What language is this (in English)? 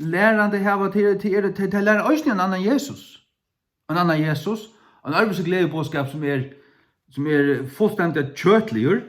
Faroese